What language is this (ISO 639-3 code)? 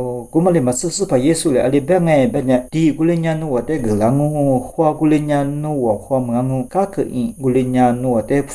lis